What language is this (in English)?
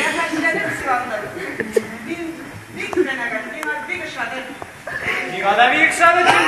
Tatar